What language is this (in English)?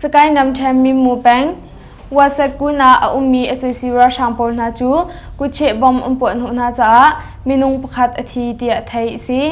Hakha Chin